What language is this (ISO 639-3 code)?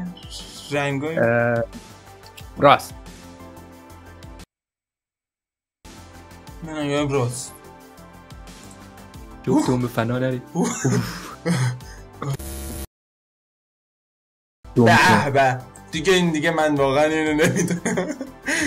fas